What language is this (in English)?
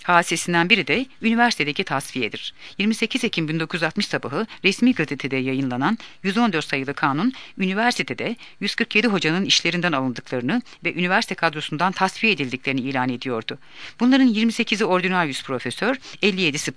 Turkish